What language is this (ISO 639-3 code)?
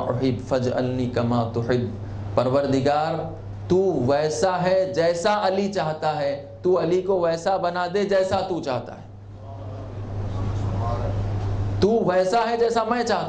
urd